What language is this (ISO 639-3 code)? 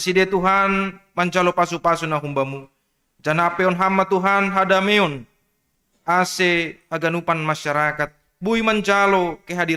bts